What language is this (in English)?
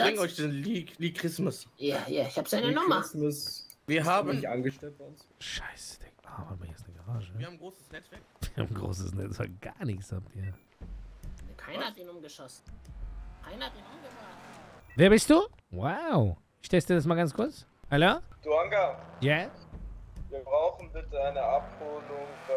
German